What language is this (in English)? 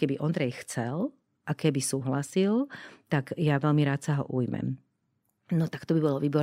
Slovak